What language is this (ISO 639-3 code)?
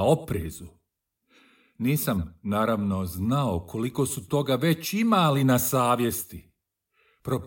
hrv